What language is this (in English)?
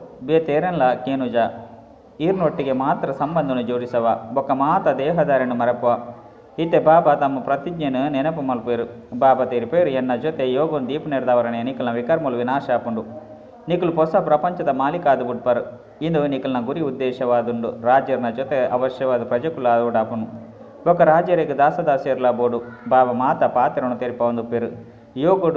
Tulu